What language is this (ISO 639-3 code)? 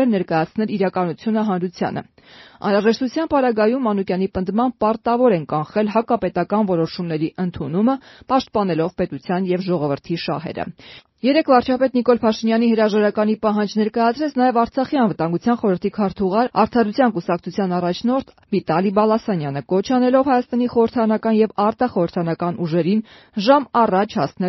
hye